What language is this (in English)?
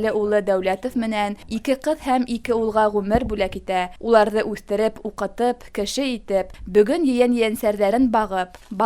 Bashkir